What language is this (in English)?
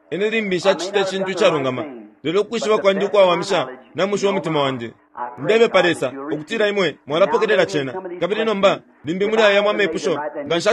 Bemba